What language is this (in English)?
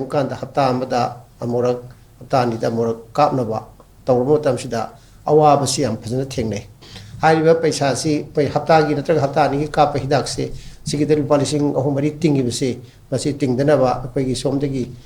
Manipuri